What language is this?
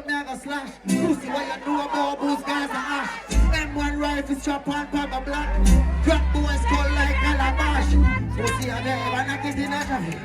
Jamaican Creole English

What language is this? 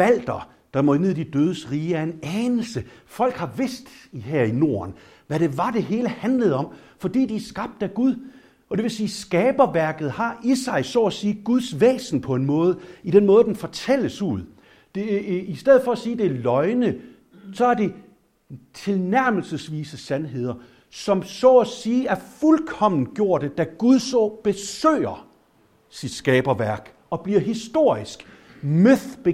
Danish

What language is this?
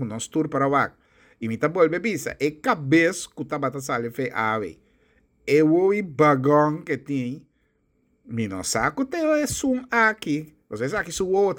Papiamento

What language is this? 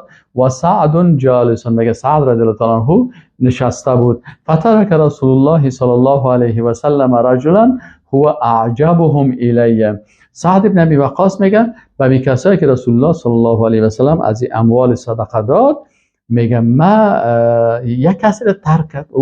Persian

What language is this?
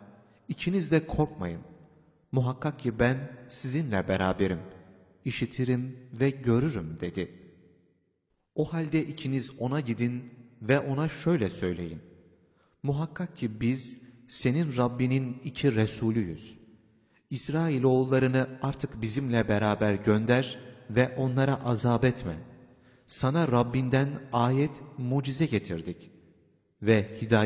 Turkish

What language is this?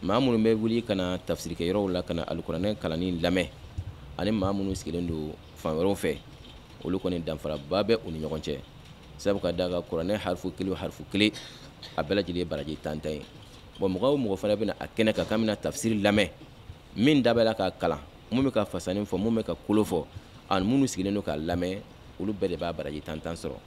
Bambara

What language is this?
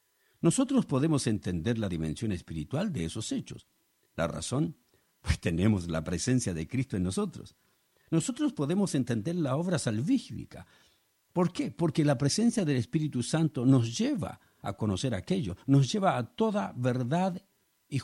Spanish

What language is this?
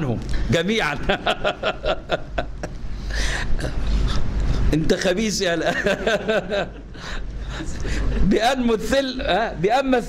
Egyptian Arabic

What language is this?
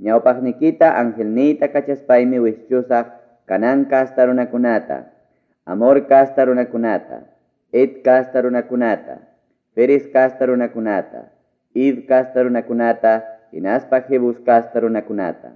Ayacucho Quechua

